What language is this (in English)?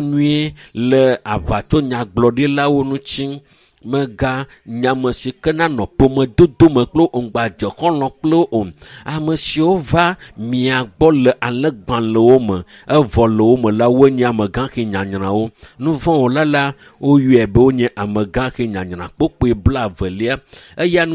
Ewe